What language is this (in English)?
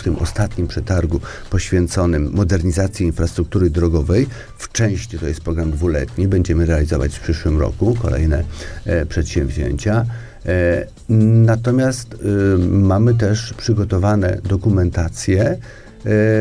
Polish